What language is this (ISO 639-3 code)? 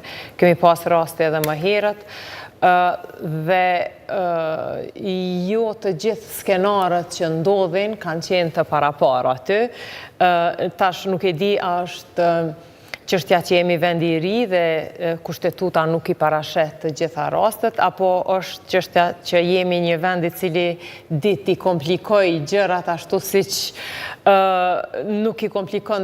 sqi